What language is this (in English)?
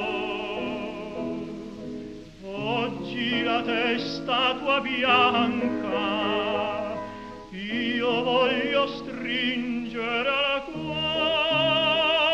Italian